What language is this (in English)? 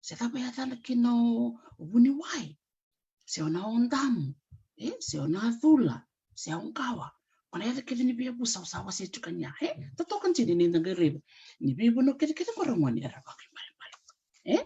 Fijian